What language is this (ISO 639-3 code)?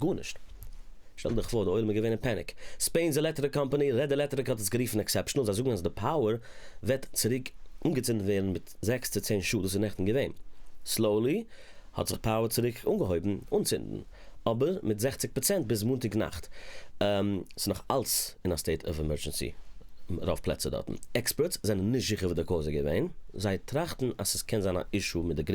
yid